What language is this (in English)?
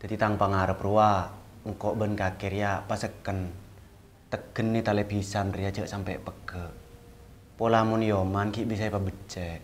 Madurese